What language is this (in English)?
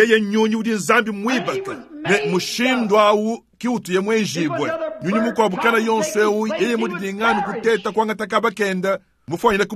Luba-Lulua